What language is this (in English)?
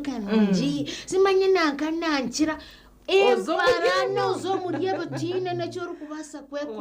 Nyankole